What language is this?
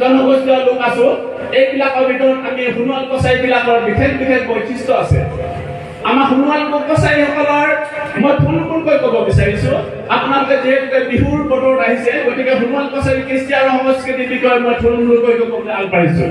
Assamese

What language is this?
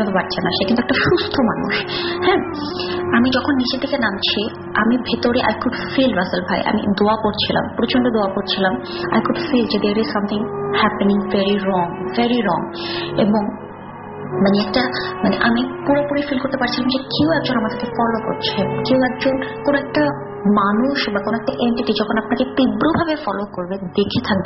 Bangla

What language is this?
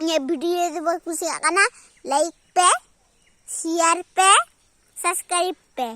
Santali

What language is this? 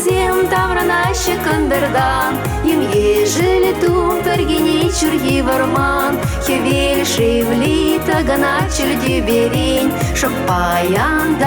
Chuvash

